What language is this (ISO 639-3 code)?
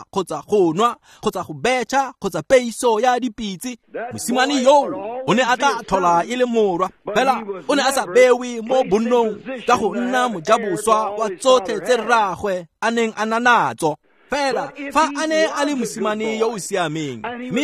tsn